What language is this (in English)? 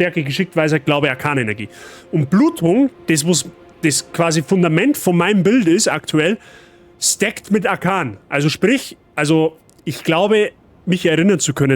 Bavarian